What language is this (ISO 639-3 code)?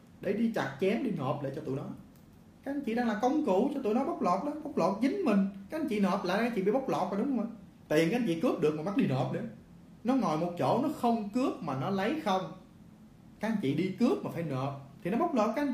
vie